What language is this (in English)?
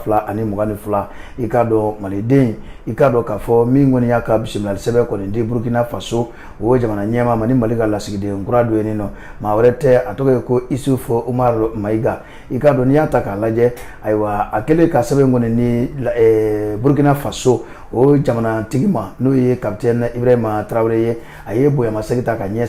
Bambara